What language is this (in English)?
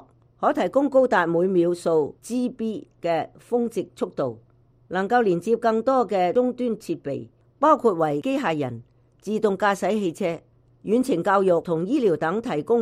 Cantonese